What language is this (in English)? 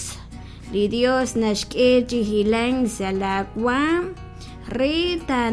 Kekchí